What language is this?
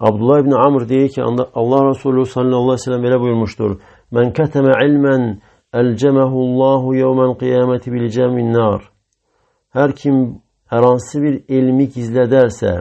Azerbaijani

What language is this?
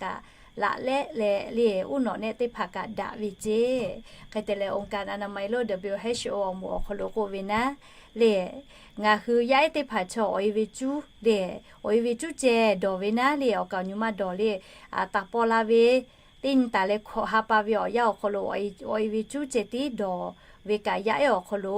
Lahu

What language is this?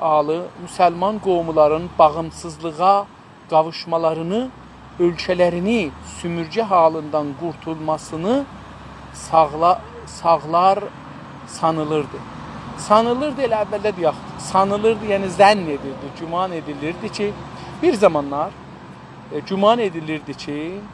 South Azerbaijani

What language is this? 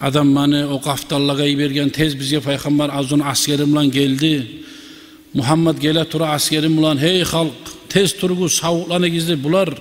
Kumyk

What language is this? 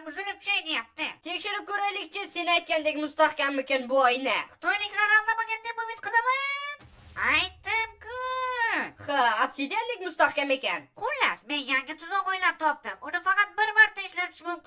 Uzbek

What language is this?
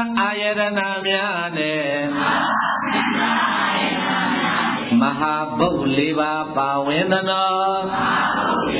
Burmese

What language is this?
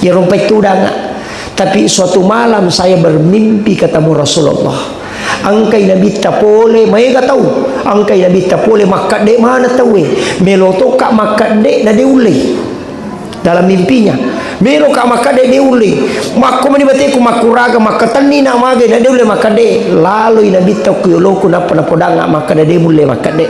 Buginese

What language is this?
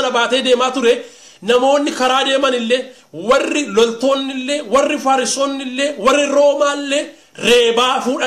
Oromo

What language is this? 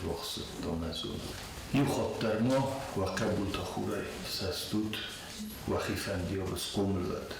Ossetic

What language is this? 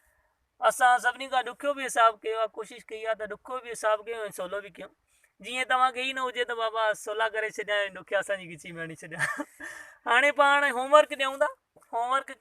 Sindhi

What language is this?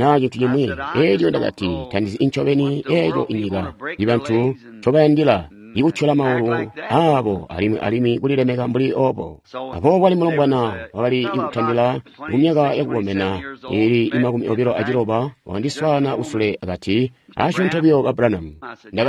Tonga (Zambia)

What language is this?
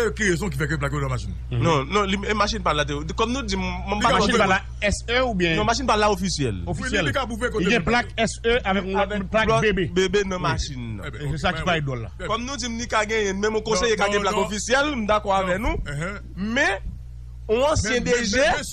Haitian Creole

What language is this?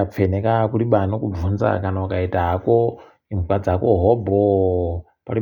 Ndau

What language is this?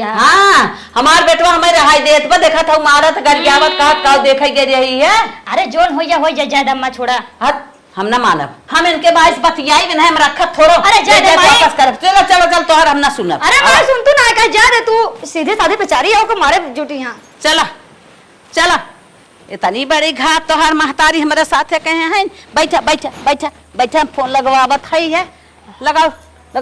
Awadhi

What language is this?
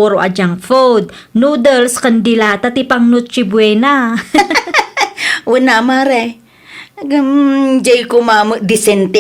Iloko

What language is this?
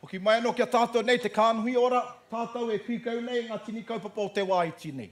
Māori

